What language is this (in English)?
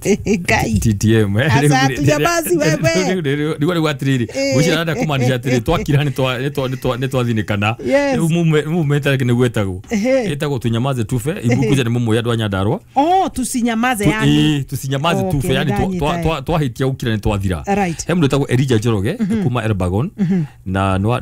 Kikuyu